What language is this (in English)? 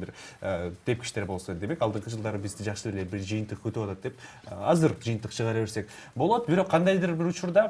Kyrgyz